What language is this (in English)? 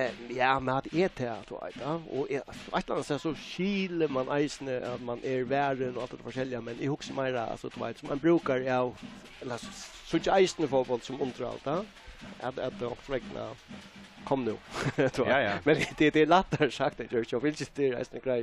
Faroese